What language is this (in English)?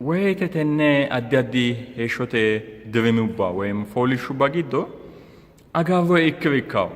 Sidamo